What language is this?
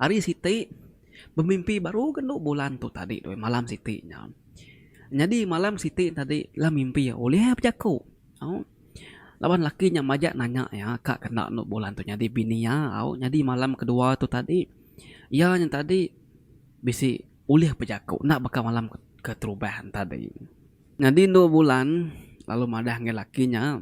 Iban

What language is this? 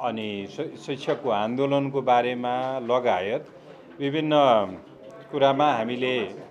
Nepali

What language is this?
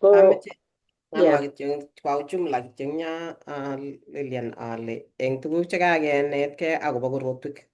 Kalenjin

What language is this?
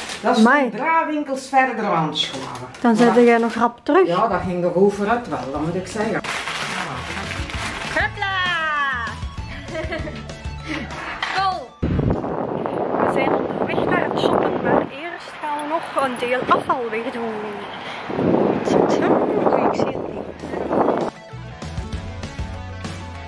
Dutch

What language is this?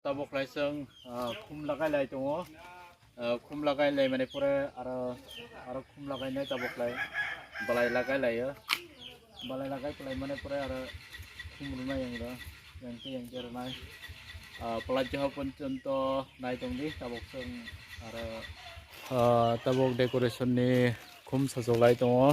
Kok Borok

